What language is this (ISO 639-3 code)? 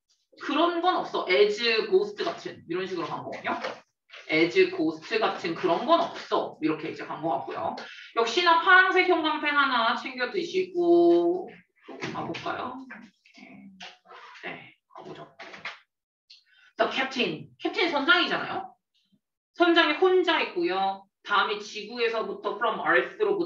kor